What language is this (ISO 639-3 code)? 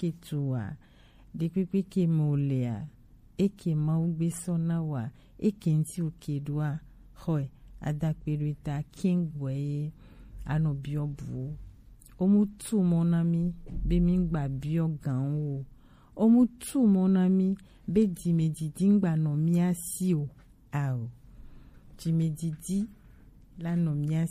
gej